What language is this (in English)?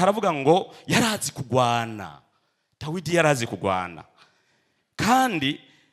Rundi